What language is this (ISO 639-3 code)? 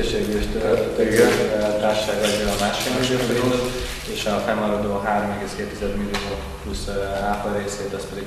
hun